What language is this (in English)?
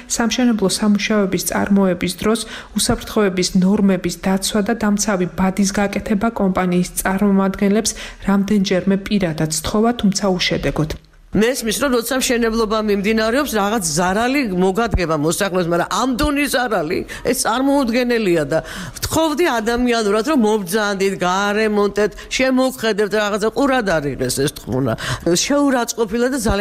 Georgian